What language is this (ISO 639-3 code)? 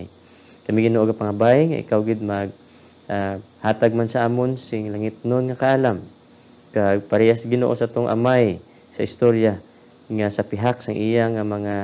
hil